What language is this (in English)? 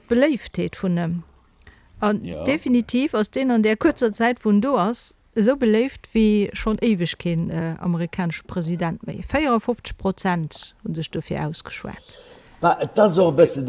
Luxembourgish